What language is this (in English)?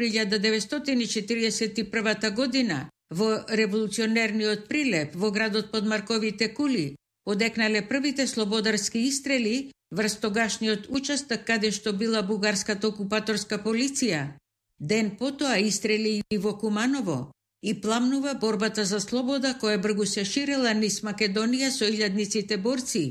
Macedonian